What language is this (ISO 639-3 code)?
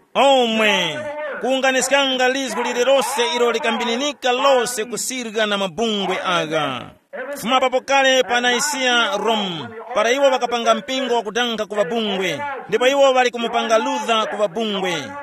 tum